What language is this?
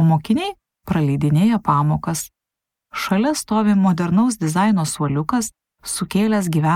Lithuanian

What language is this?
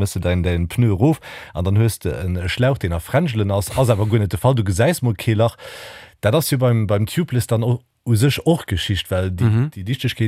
Luxembourgish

